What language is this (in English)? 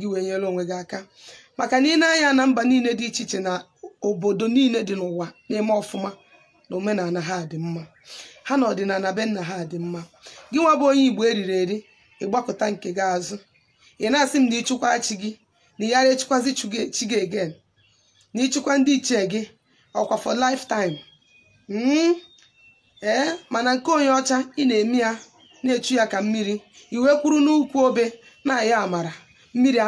Igbo